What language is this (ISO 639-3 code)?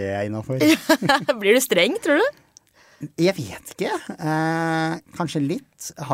nor